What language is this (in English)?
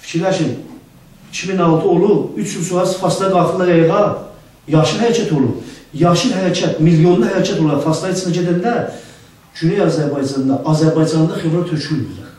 South Azerbaijani